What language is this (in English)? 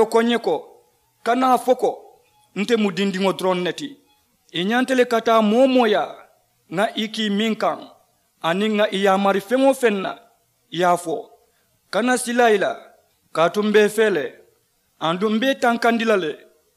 Mandingo